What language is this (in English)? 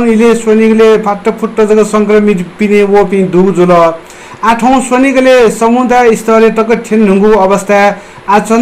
Newari